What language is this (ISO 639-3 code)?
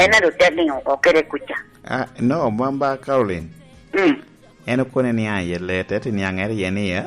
laj